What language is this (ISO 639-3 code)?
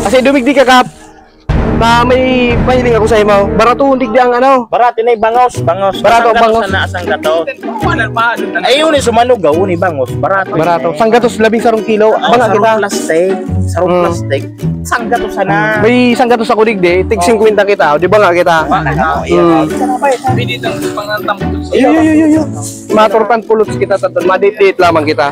bik